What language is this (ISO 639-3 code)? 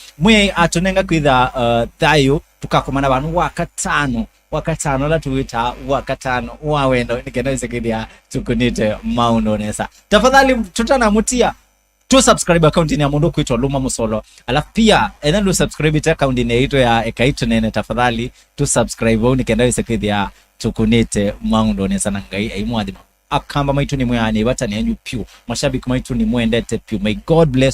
kam